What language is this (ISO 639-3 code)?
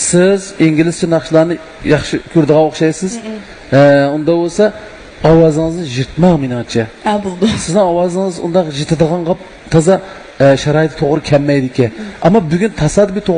uig